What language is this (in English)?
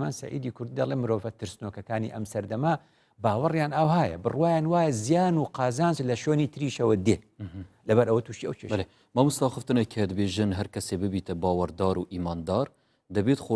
Central Kurdish